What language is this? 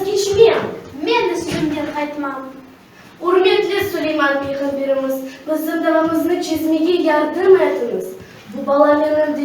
Crimean Tatar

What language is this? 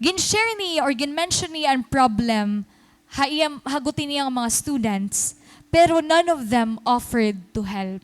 Waray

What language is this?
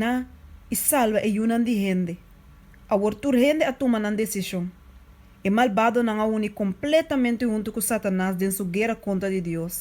Papiamento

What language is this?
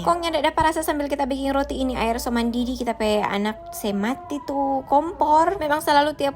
Manado Malay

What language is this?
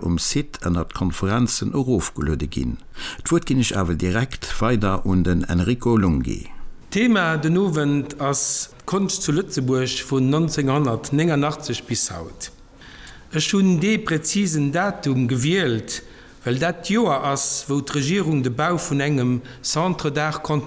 Luxembourgish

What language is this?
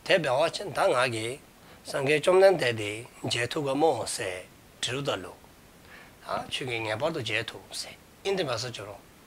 Dzongkha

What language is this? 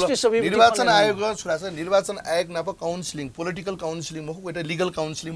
Newari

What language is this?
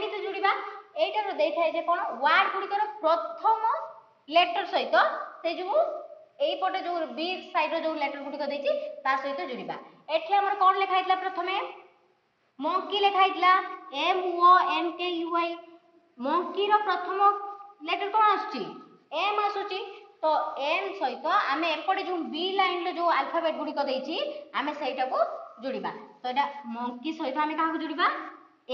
Odia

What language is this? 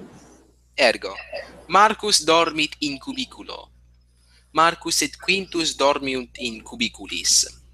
Latin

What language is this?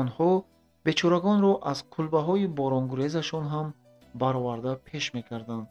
Tajik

